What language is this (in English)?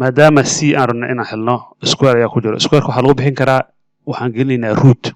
Somali